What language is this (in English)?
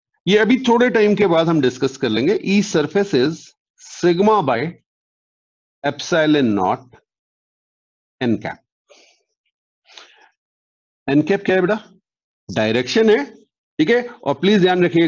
Hindi